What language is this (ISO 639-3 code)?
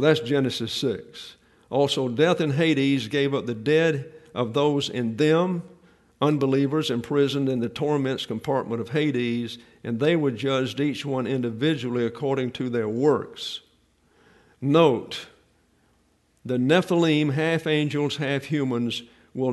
eng